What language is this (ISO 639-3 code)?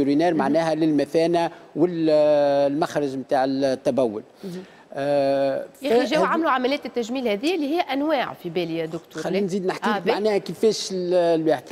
aeb